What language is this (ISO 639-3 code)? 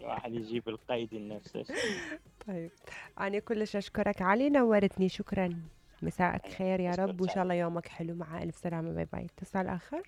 acm